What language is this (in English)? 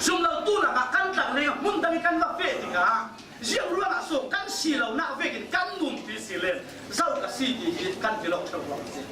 Falam Chin